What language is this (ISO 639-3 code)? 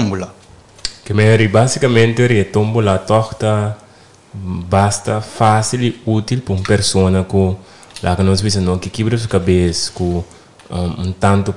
pap